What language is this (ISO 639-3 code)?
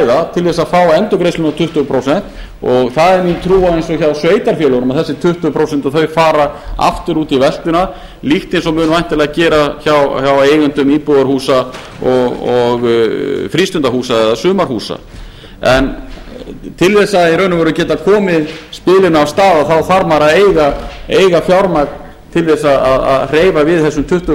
isl